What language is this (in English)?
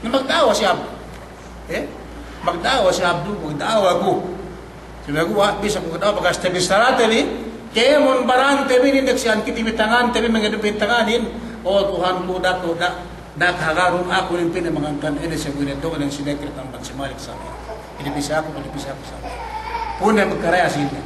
Yakan